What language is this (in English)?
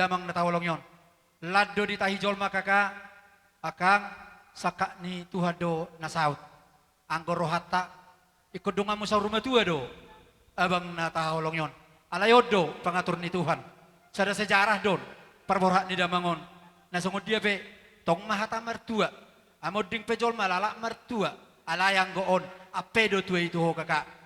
Batak Toba